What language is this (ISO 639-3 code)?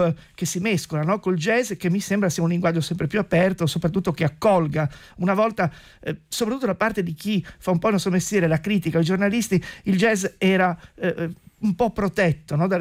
ita